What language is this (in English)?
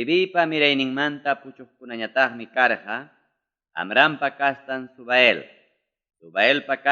Ayacucho Quechua